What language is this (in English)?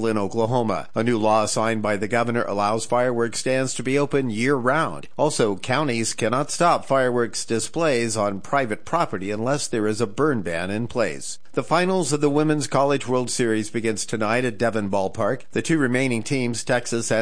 English